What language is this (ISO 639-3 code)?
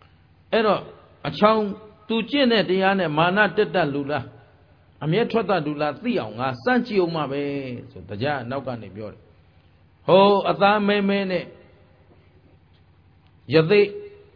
mya